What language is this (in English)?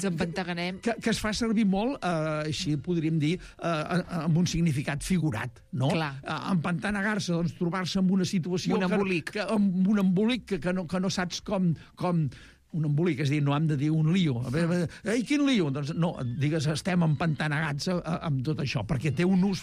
Catalan